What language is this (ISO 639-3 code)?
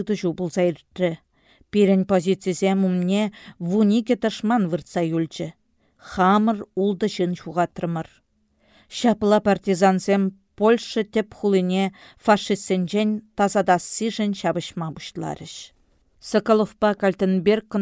chv